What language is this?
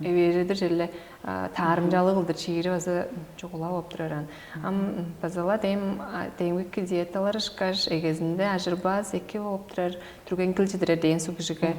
Tuvinian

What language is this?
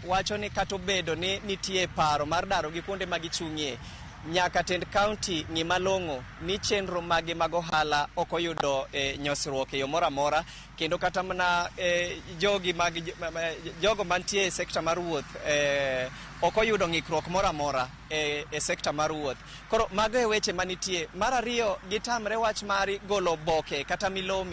Luo (Kenya and Tanzania)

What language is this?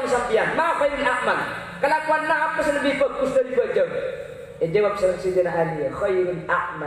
Madurese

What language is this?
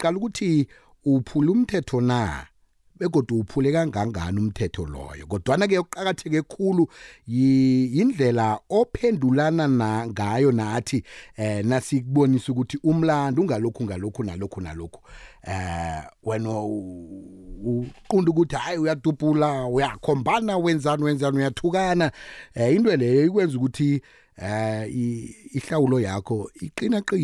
South Ndebele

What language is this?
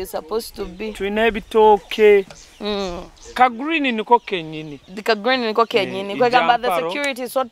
Nyoro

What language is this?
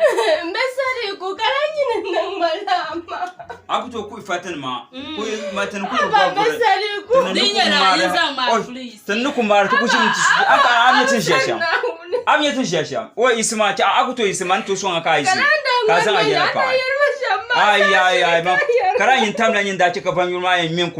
Dagbani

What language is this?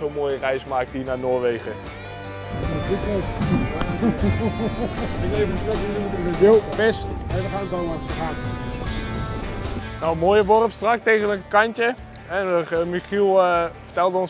Dutch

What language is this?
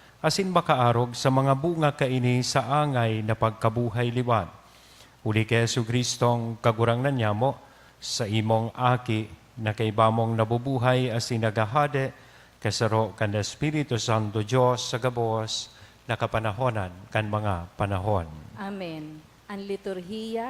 Bikol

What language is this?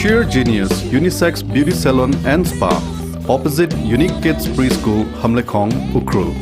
Tangkhul Naga (India)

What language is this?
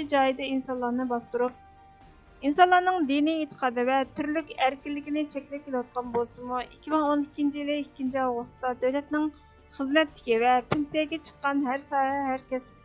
Uyghur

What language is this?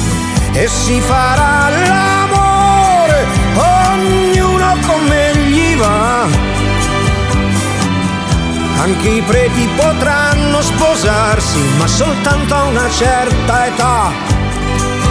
Italian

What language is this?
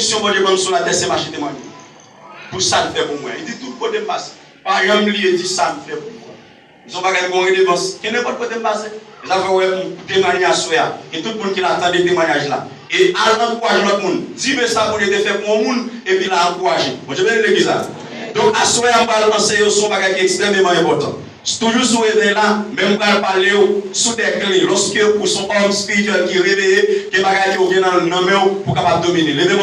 Haitian Creole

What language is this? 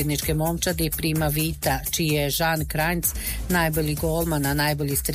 Croatian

